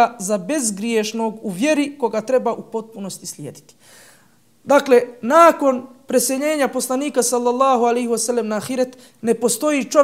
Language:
Bosnian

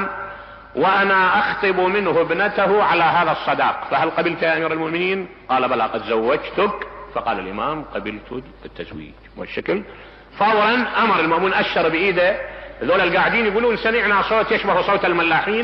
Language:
Mesopotamian Arabic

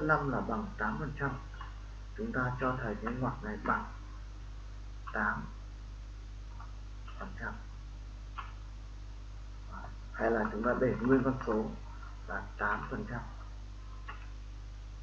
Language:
Vietnamese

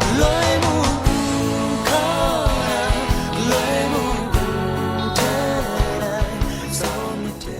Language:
Kachin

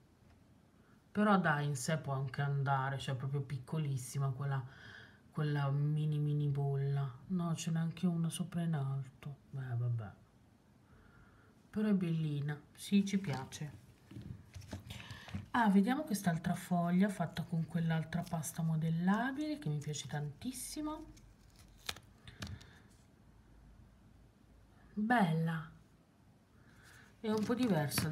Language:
Italian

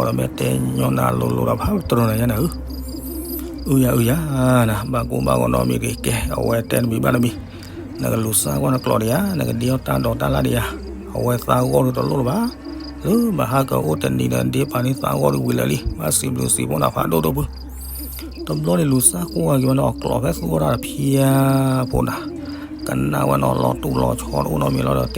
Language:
S'gaw Karen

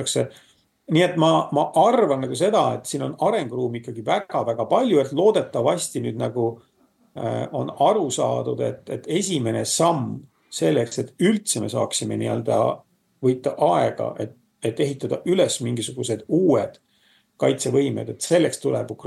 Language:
Estonian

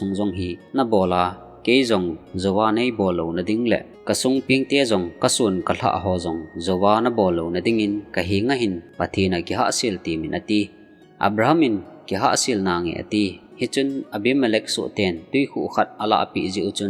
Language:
Thado Chin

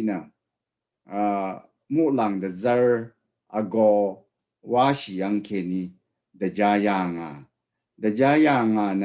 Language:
Rawang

